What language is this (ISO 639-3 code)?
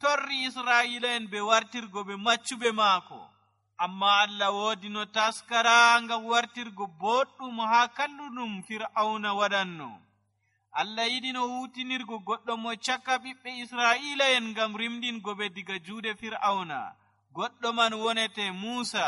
fuv